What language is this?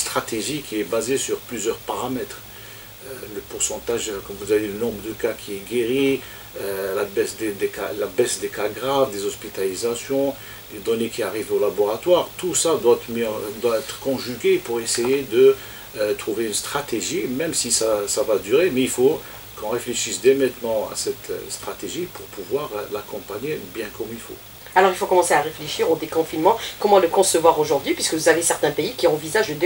French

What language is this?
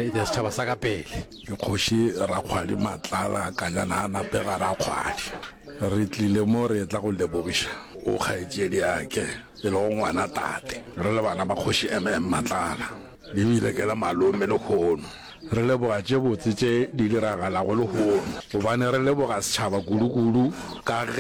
Northern Sotho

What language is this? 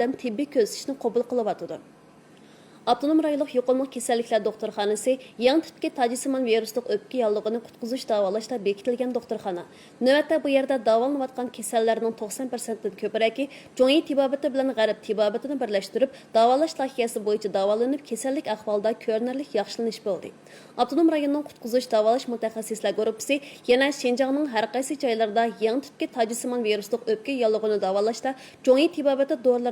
Uyghur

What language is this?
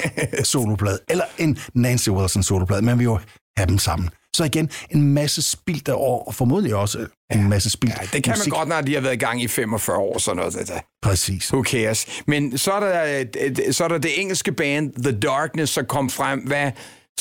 Danish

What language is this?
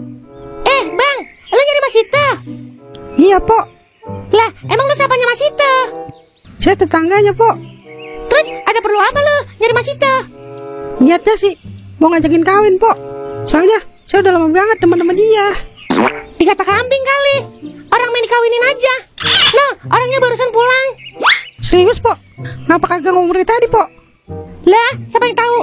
Betawi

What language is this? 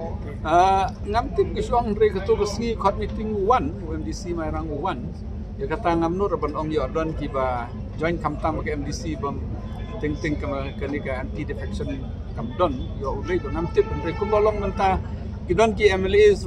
Khasi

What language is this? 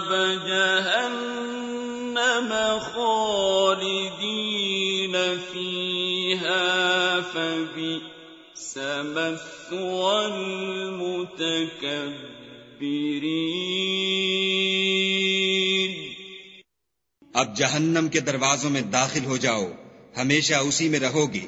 Urdu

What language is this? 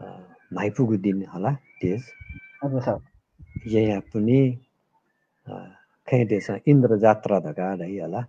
Newari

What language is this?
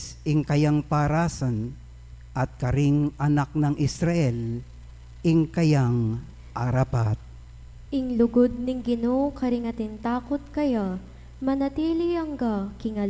Pampanga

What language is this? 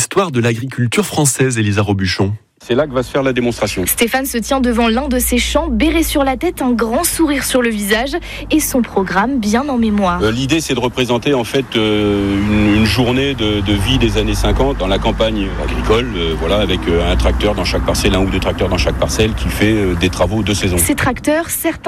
French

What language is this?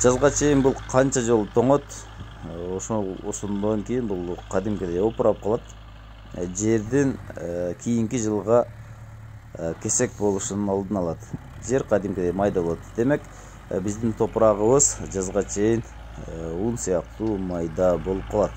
Kyrgyz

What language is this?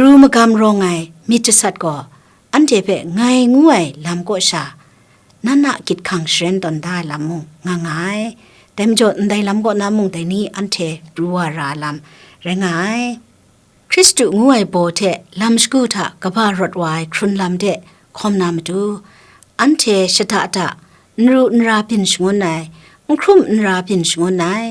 Kachin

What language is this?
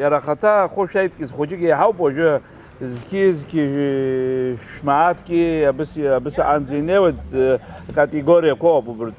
Abkhazian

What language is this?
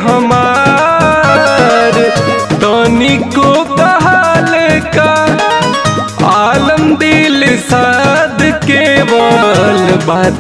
Bhojpuri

